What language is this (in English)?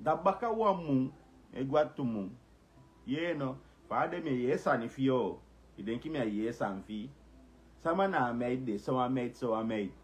Sranan Tongo